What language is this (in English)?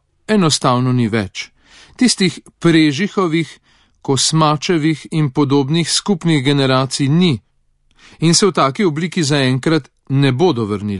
Slovenian